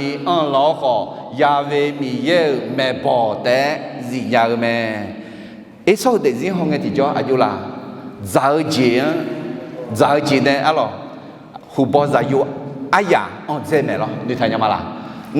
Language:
Akha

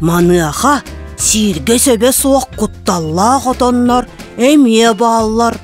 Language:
Yakut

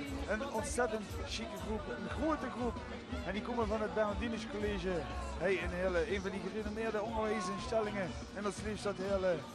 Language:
Limburgish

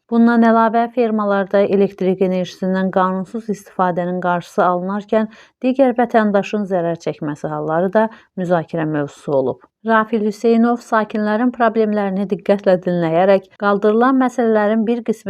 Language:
Azerbaijani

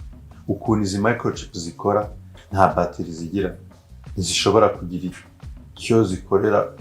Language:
Kinyarwanda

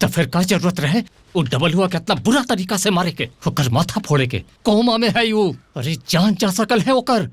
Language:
Magahi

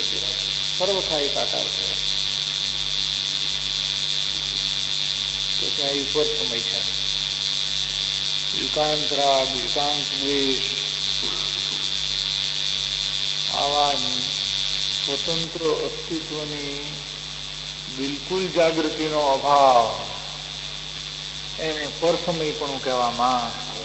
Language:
Gujarati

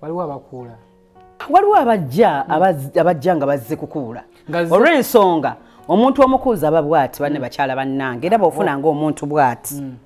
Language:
Ganda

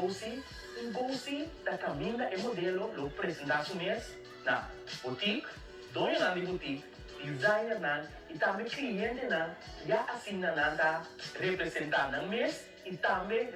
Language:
Papiamento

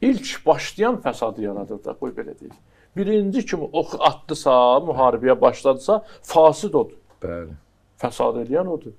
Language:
Azerbaijani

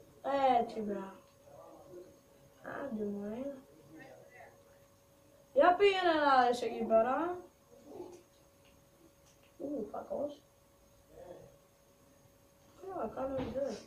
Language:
Greek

